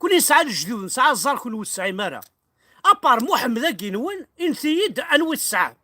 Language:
Kabyle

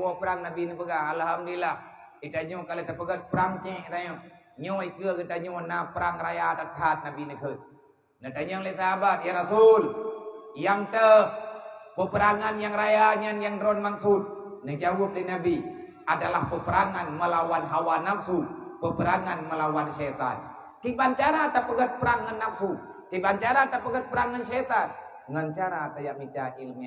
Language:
Achinese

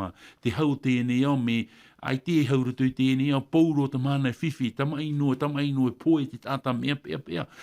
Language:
Tahitian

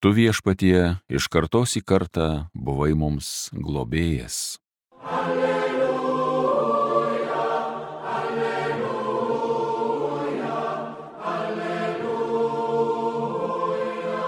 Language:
Lithuanian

